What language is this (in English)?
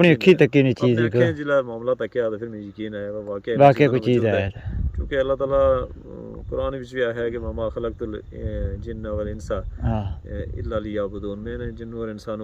Pahari-Potwari